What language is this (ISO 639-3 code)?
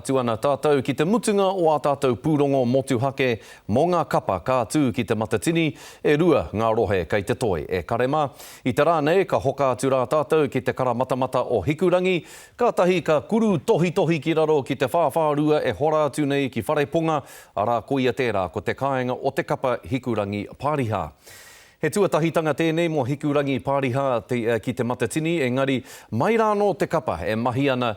mri